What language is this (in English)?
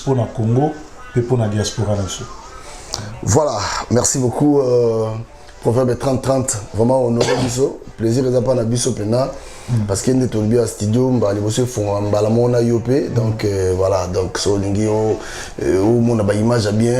Lingala